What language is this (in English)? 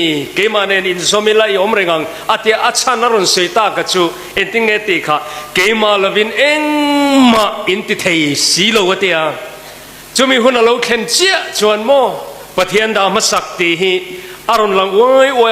Mizo